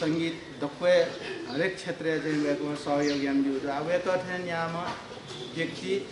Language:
Newari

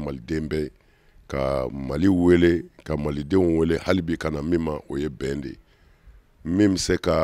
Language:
Bambara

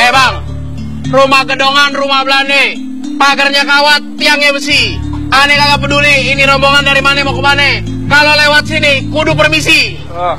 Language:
Betawi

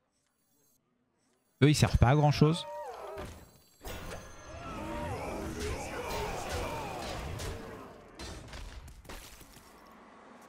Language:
French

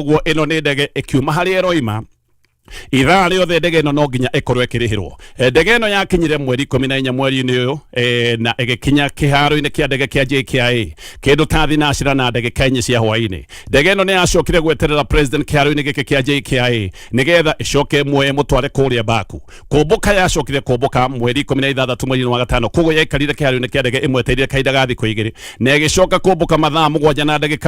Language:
Kikuyu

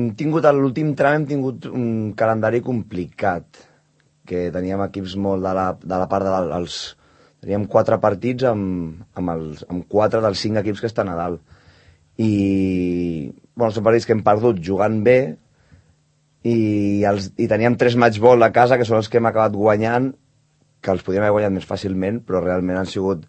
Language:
Catalan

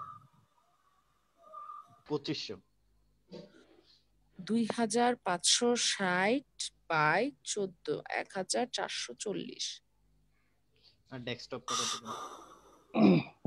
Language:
Bangla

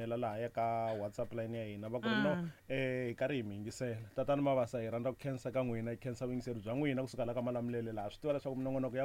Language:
Tsonga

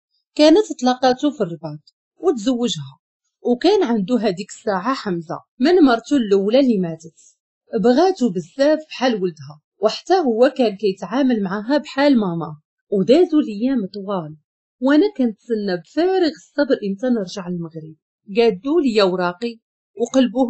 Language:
Moroccan Arabic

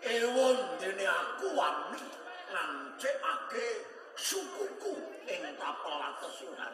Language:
Javanese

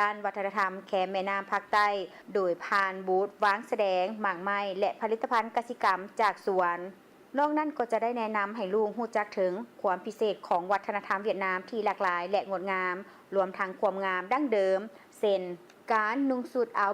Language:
Lao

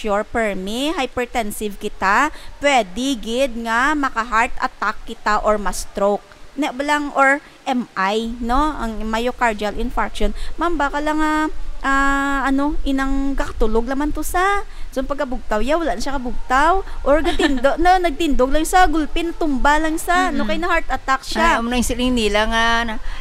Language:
Hiligaynon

